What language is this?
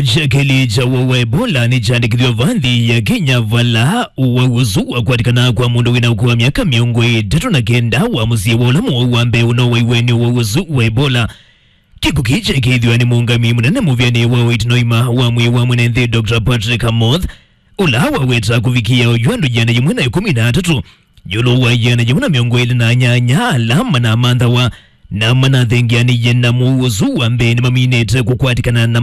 Kamba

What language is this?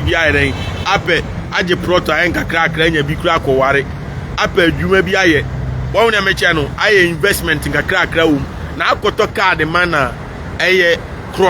Akan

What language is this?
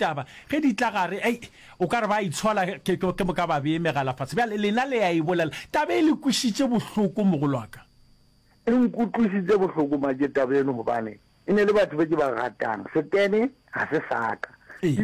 Northern Sotho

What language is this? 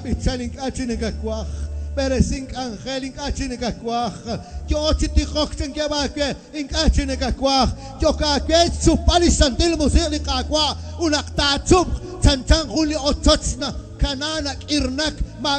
Kekchí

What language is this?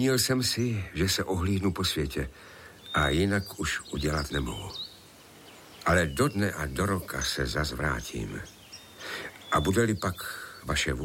Czech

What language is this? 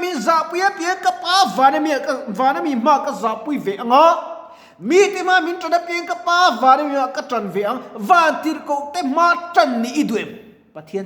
Mizo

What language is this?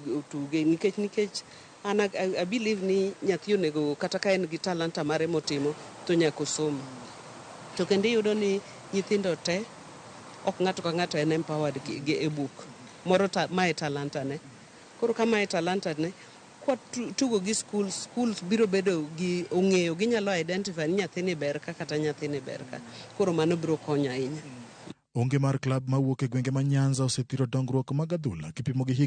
Luo (Kenya and Tanzania)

